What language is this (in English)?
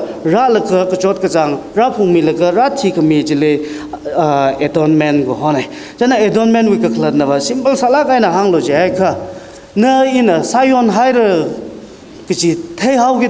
Tangkhul Naga (India)